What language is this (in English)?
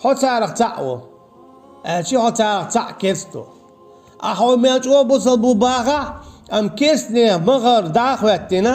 Chechen